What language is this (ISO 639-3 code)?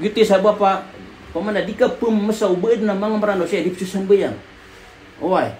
mrw